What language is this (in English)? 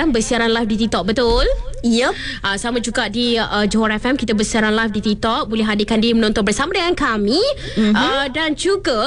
Malay